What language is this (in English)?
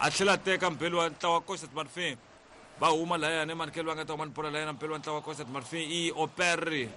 Tsonga